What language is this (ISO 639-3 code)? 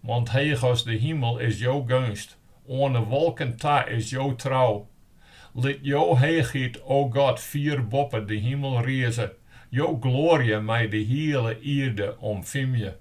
fry